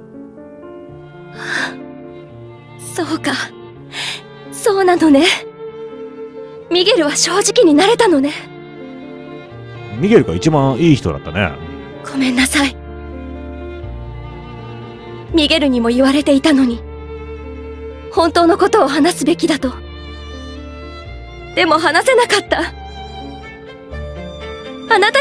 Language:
Japanese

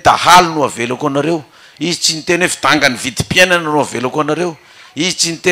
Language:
Malagasy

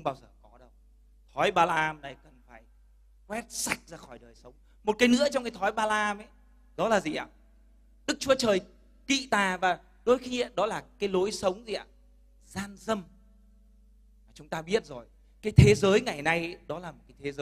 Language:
Vietnamese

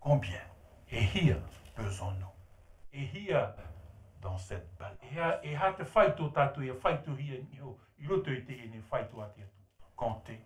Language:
Tahitian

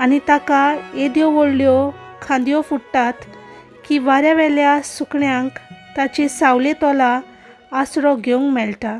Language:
Konkani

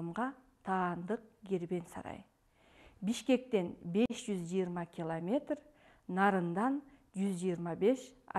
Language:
Kyrgyz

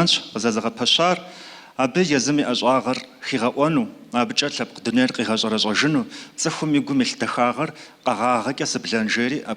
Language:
Kabardian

